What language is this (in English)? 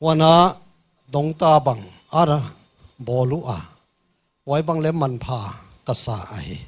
Paite Chin